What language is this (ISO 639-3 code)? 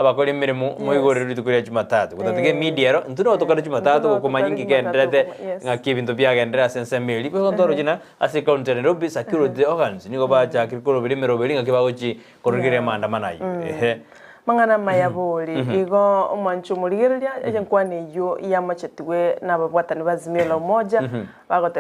guz